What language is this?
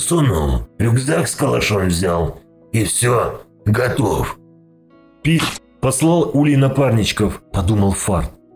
Russian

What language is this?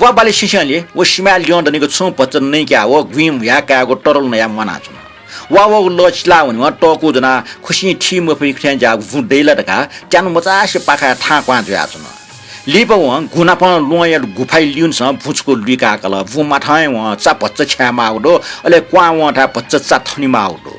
Newari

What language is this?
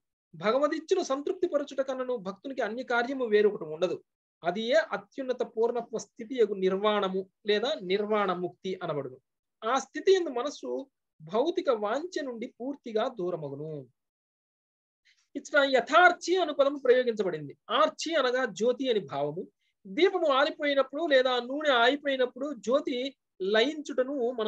Telugu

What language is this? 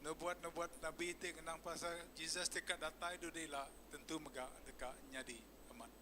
Iban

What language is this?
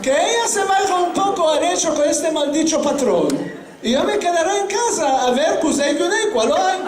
Ladino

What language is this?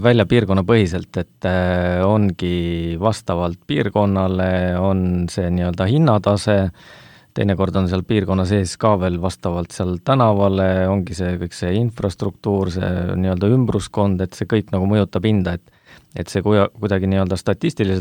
Estonian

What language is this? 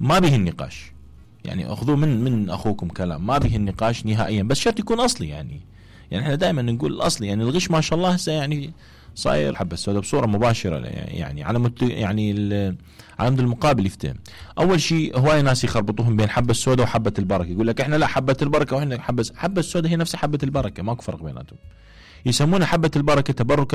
Mesopotamian Arabic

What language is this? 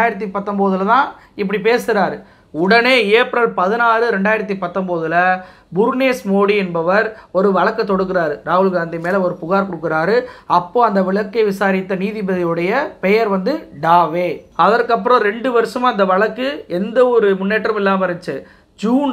Tamil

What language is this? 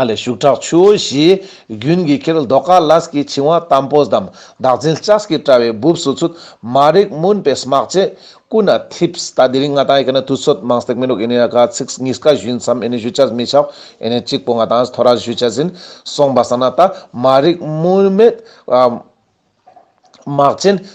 Ladakhi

